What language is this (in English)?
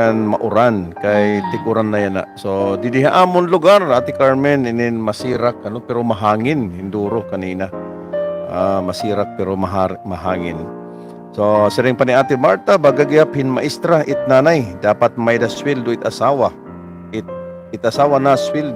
Waray